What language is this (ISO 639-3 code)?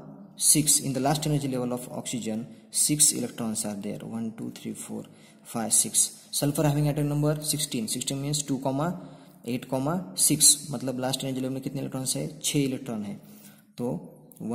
hin